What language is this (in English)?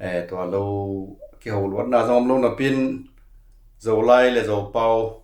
Tedim Chin